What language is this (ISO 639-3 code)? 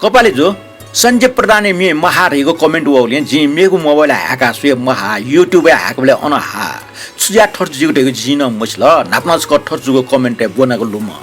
new